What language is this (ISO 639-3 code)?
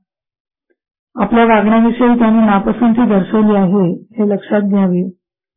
mar